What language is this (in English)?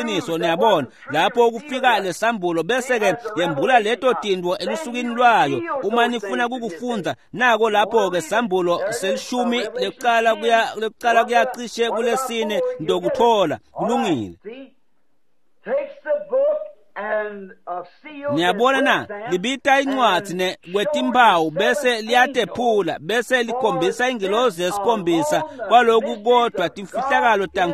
Swati